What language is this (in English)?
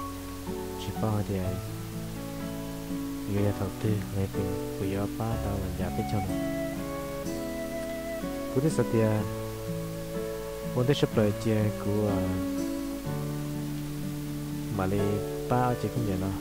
Vietnamese